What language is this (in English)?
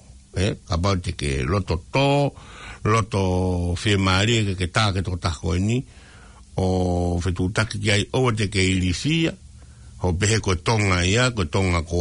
Tongan